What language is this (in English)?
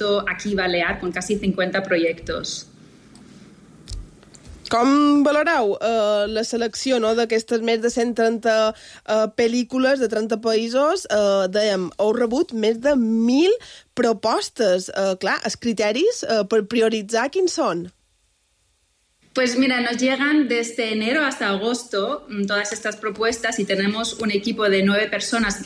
Catalan